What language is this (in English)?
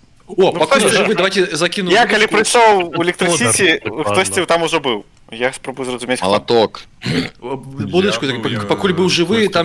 Belarusian